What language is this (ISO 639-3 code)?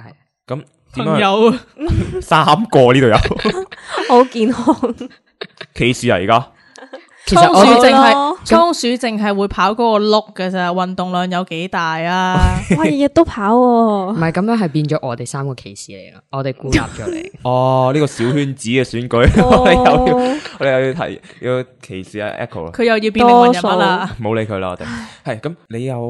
yue